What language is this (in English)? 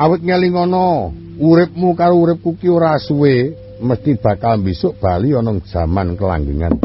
Javanese